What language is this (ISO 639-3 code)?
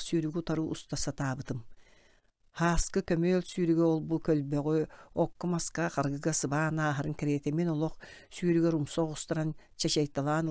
sah